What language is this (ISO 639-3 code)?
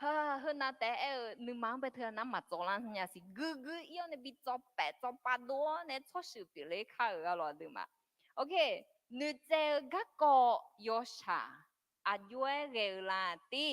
ahk